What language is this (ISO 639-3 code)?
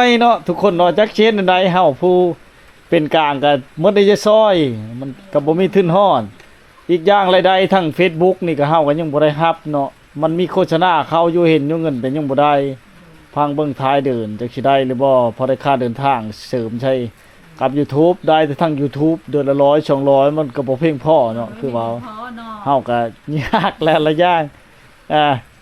lao